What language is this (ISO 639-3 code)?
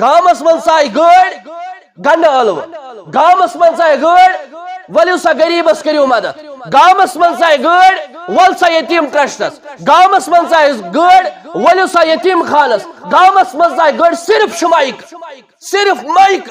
kas